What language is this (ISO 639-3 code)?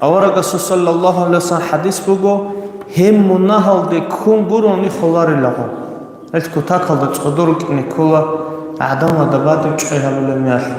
ava